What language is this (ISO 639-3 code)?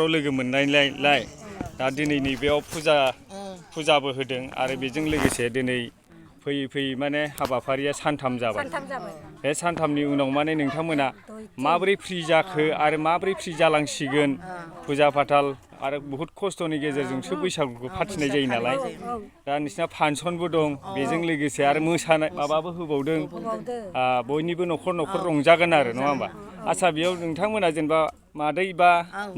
brx